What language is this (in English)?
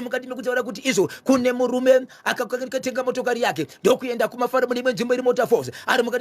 Shona